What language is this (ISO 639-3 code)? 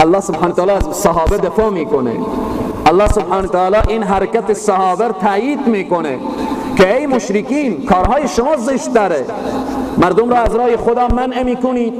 fas